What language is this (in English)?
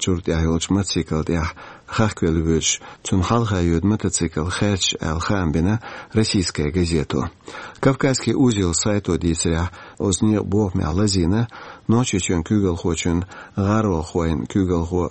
Chechen